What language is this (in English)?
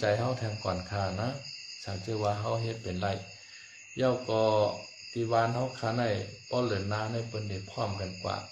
Shan